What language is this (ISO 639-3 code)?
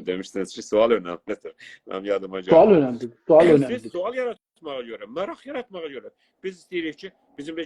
azb